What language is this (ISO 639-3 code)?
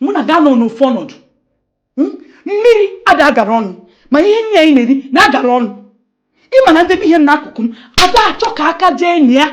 ibo